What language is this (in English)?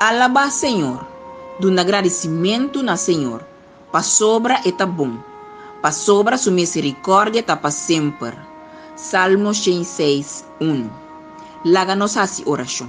Papiamento